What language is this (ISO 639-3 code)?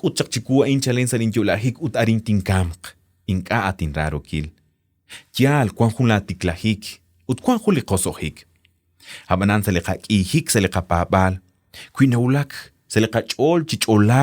kek